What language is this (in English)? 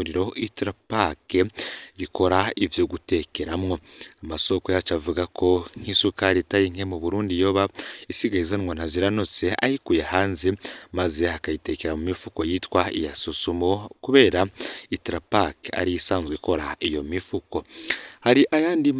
Rundi